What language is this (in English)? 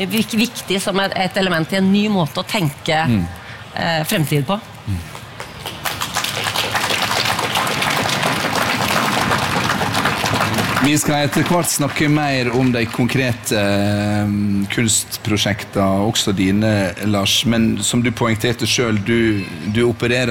Norwegian